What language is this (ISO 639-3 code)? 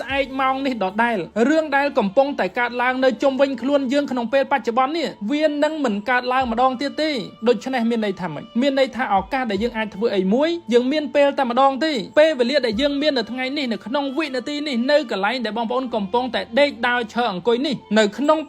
khm